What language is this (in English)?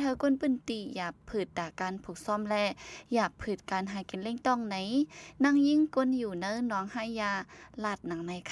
Shan